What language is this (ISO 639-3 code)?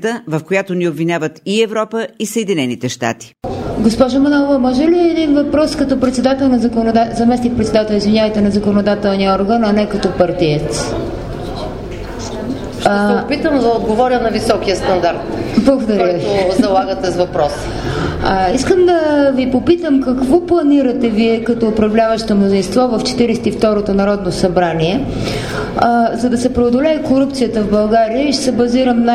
bul